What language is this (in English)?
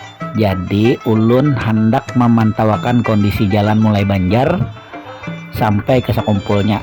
Banjar